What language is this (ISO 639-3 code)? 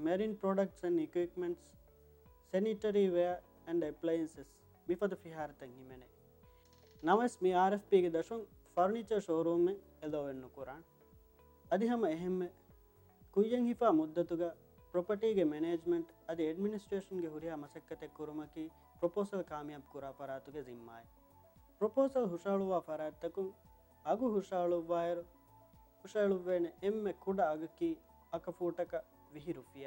div